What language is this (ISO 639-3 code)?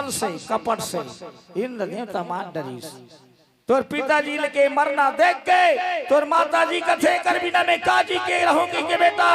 hne